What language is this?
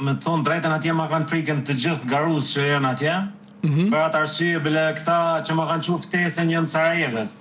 Albanian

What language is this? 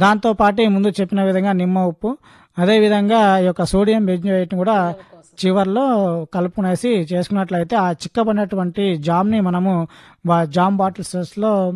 Telugu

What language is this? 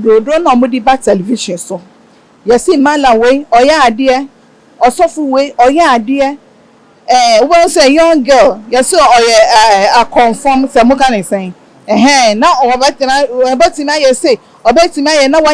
Akan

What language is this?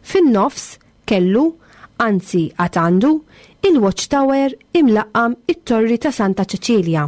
Maltese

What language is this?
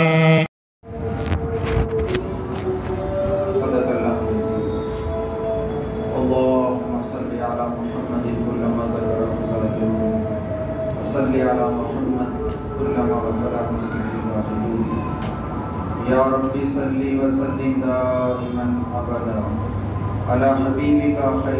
Urdu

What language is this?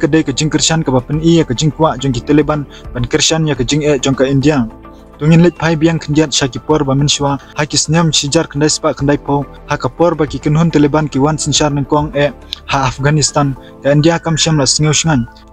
Khasi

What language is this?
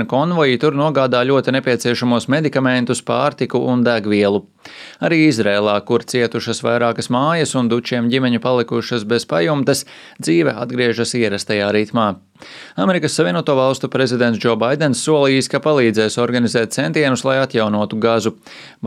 Latvian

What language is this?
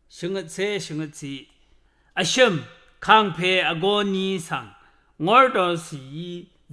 Rawang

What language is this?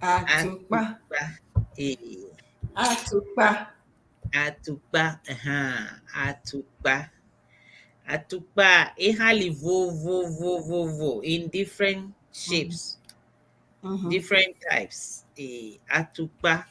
Ewe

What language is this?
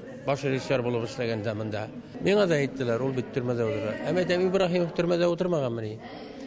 Tatar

